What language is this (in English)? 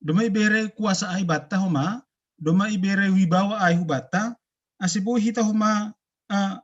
Batak Simalungun